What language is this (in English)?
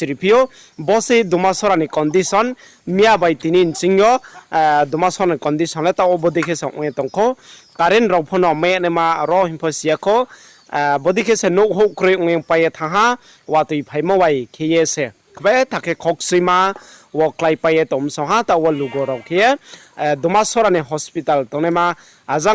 Riang (India)